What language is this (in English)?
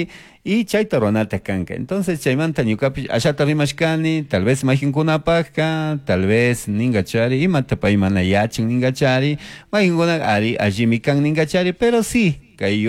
Chimborazo Highland Quichua